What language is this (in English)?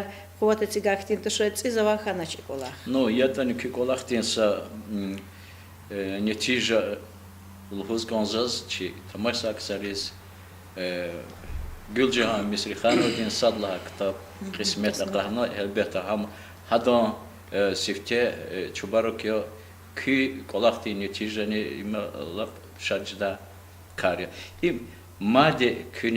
Lezghian